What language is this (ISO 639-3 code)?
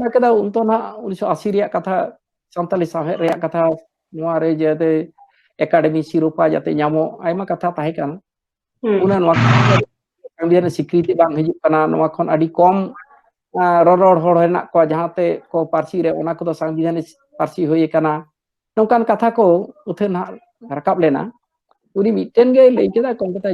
sat